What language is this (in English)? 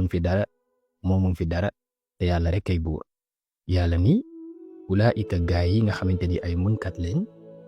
Wolof